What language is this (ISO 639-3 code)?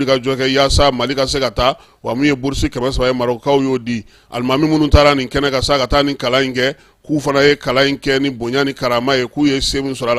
bam